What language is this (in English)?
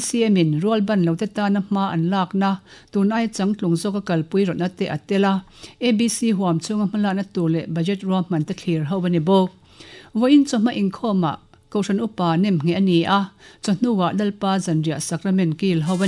Mizo